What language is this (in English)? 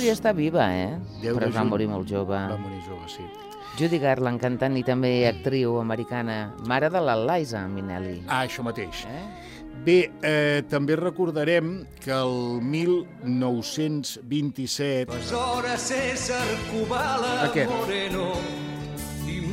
Catalan